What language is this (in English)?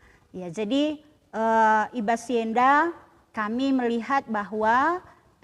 Batak Karo